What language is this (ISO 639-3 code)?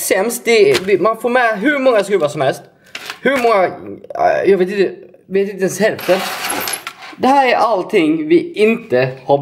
swe